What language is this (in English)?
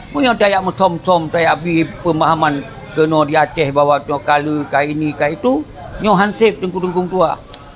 Achinese